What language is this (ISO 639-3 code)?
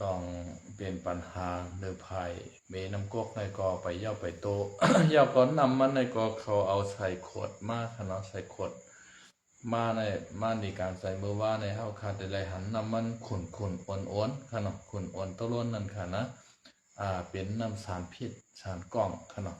shn